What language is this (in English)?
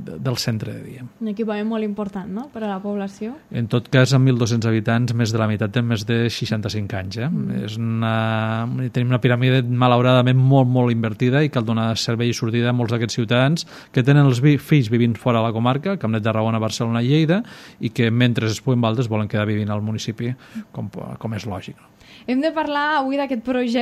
Catalan